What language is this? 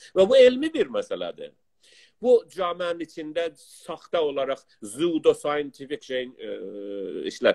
South Azerbaijani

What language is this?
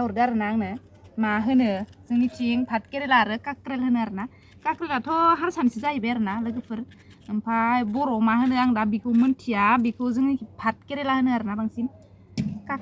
Bodo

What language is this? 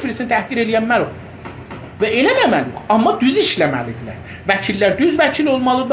South Azerbaijani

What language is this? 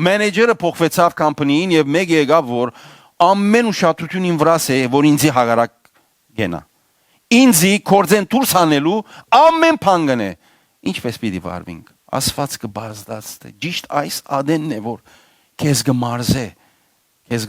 Western Armenian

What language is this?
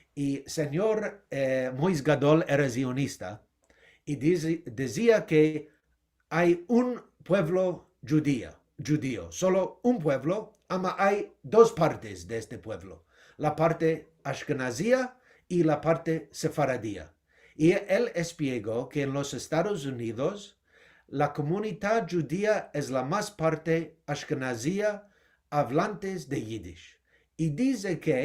Ladino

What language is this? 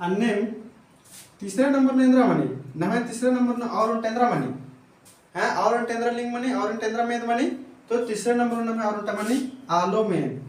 Kurukh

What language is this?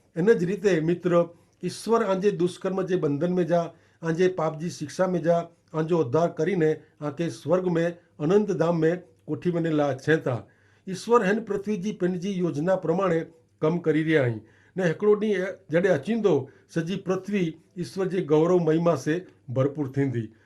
Kachhi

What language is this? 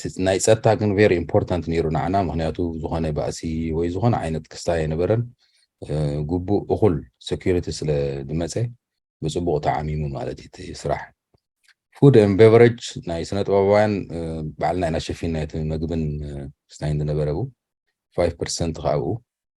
Tigrinya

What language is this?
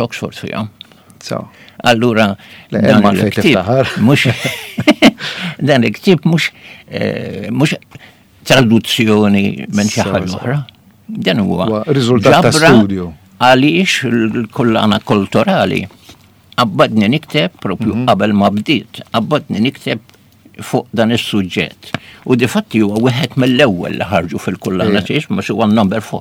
Maltese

